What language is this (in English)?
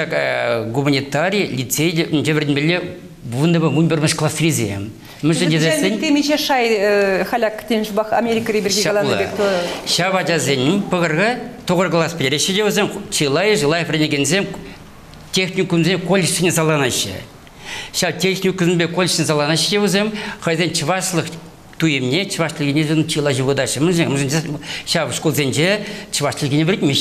Chuvash